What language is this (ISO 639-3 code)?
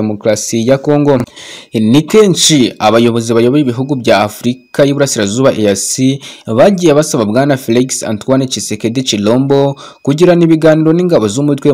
kin